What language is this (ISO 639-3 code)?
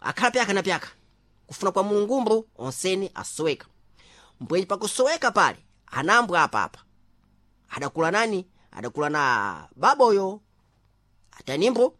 seh